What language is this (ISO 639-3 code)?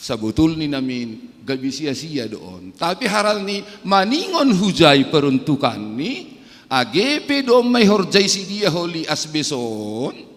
bts